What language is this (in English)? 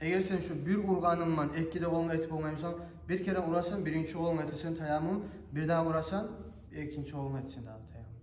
Kumyk